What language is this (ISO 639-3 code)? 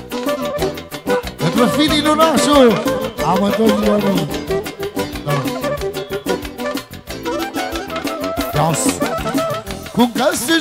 ron